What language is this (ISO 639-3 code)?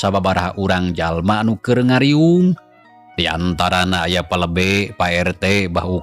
sun